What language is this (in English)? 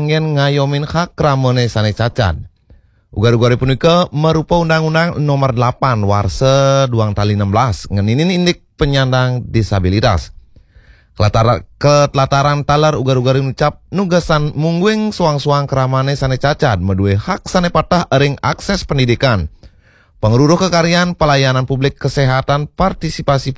Balinese